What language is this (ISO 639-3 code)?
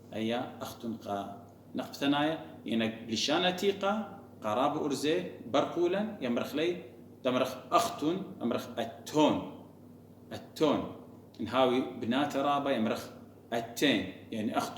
aii